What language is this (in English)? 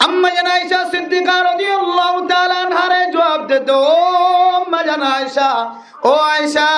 Rohingya